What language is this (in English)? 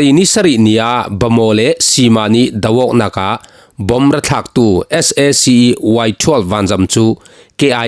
Falam Chin